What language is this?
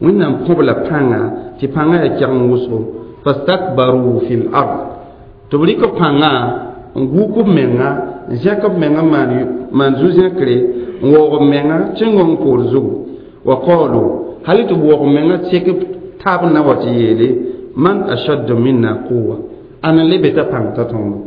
Mossi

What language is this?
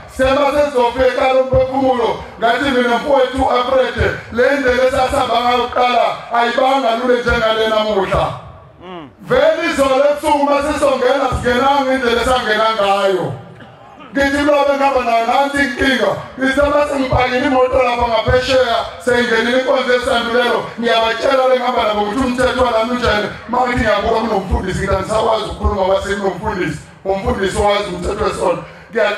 Zulu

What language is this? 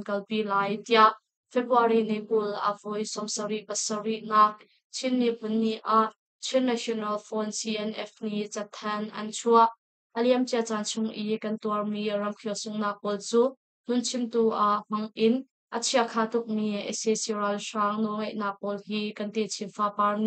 Hakha Chin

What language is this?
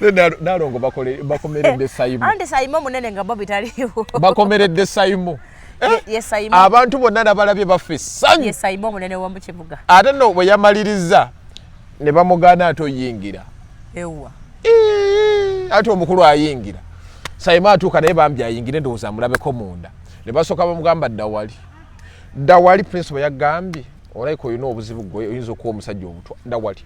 Ganda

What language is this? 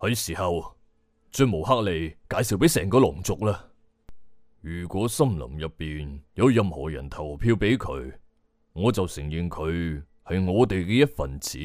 Cantonese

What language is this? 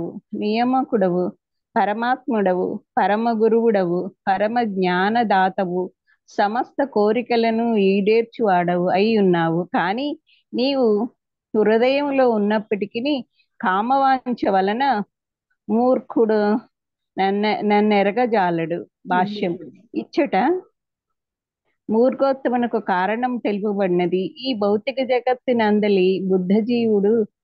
Telugu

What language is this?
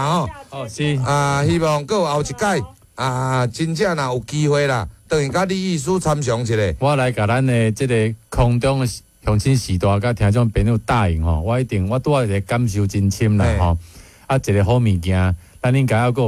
Min Nan Chinese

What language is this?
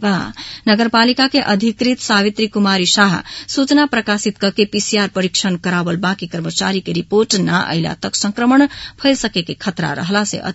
Bhojpuri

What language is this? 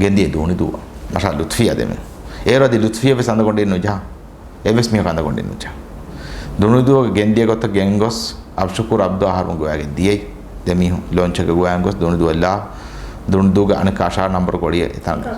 Divehi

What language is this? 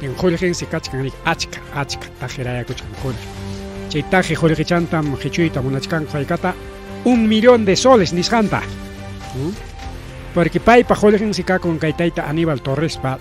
Ayacucho Quechua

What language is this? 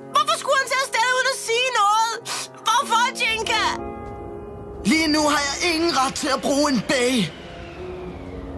Danish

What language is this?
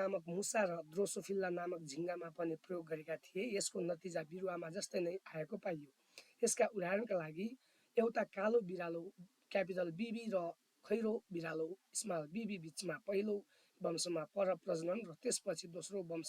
Nepali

